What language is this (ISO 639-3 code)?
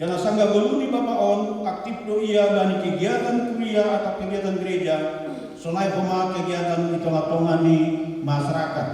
bts